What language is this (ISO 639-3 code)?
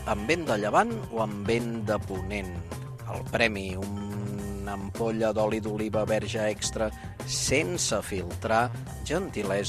cat